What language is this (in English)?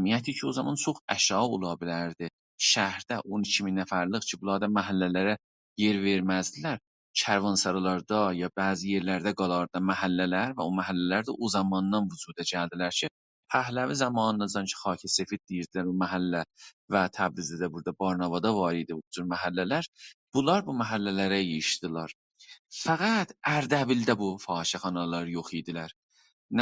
South Azerbaijani